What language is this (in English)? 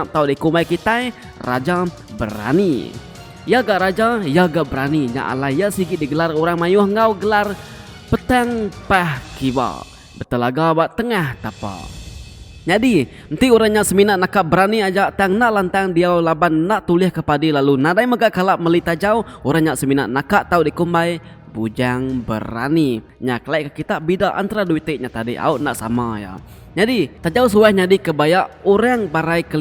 Iban